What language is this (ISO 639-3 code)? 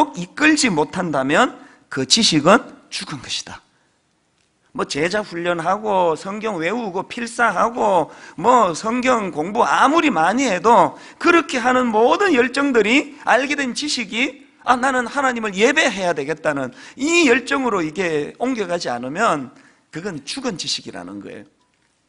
kor